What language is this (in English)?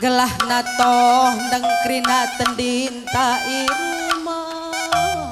Batak Karo